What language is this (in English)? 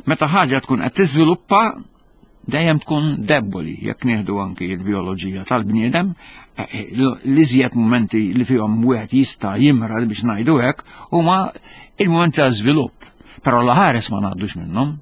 Maltese